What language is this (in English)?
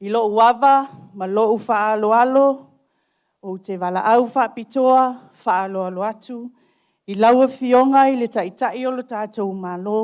Samoan